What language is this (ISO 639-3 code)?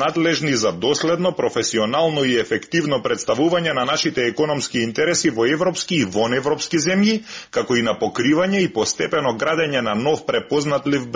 mkd